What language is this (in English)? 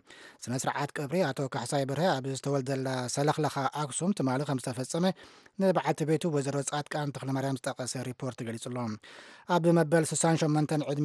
Tigrinya